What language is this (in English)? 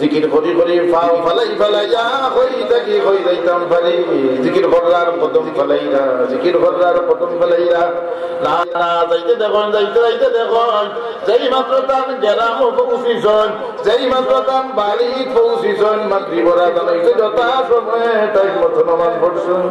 Sylheti